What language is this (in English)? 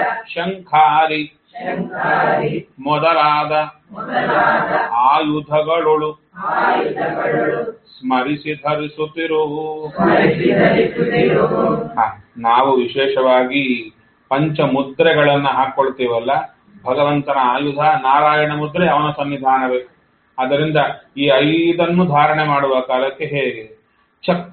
Kannada